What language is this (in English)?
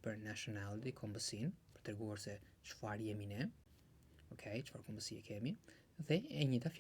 Albanian